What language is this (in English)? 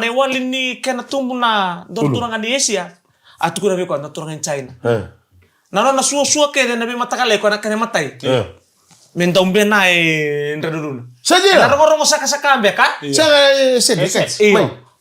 Fijian